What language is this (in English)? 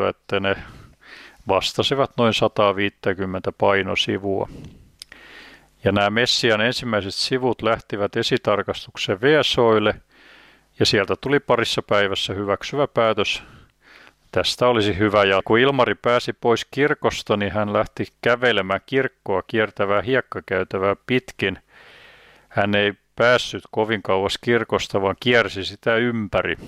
Finnish